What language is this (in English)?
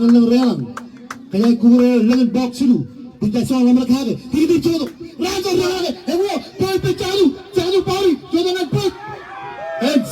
Marshallese